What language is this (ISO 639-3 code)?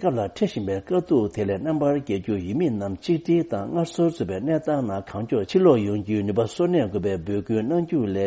bod